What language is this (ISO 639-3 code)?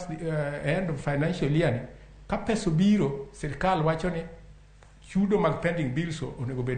luo